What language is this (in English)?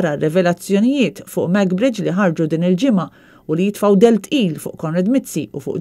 Maltese